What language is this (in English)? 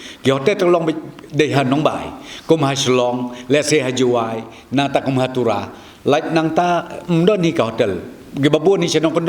Khasi